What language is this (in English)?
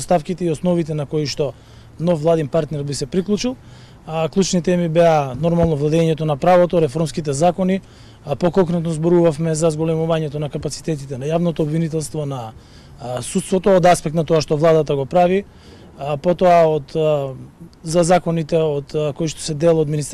Macedonian